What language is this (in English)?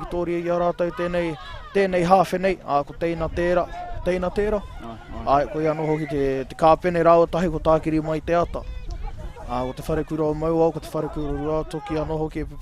Māori